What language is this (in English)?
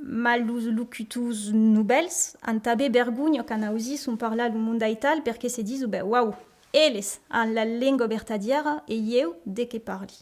Occitan